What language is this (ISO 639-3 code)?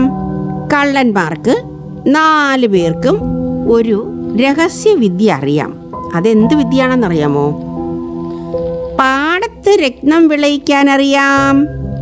mal